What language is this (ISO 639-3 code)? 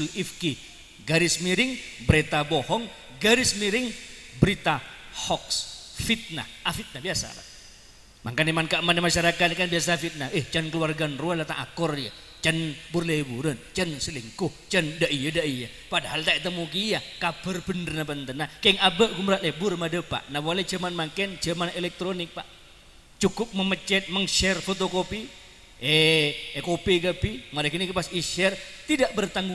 mad